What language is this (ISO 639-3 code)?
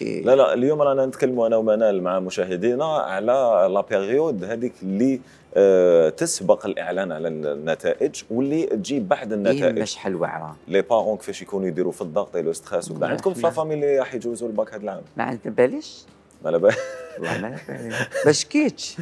arq